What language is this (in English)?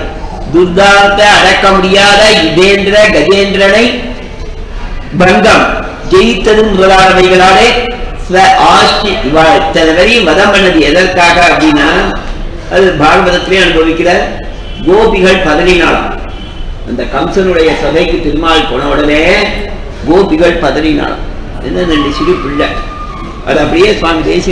Tamil